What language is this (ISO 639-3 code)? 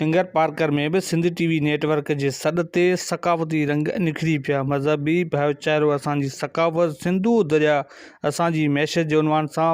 snd